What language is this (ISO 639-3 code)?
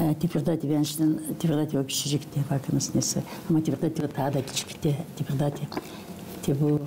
gag